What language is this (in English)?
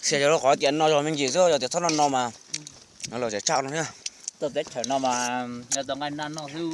Hmong